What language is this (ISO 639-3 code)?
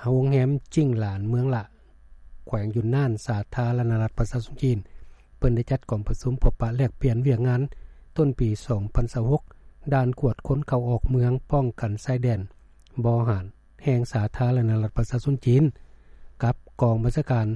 lao